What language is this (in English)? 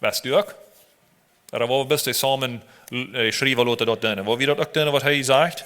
Plautdietsch